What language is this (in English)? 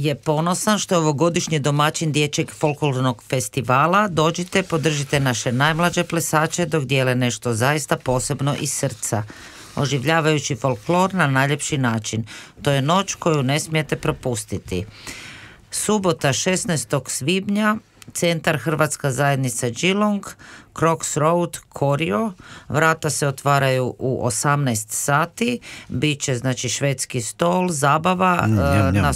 Croatian